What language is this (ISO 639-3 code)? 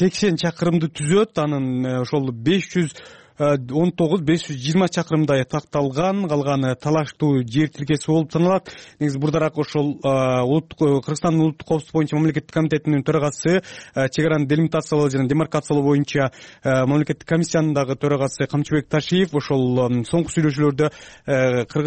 kir